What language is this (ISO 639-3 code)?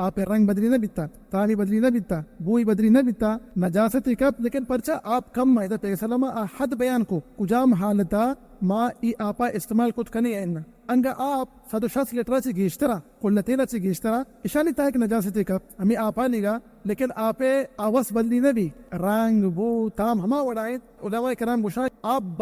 bal